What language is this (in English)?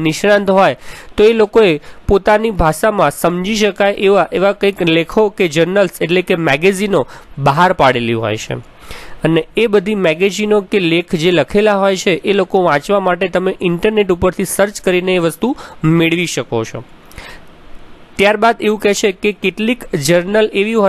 Gujarati